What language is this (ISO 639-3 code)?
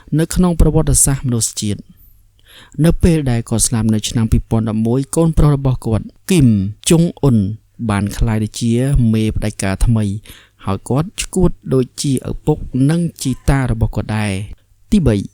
khm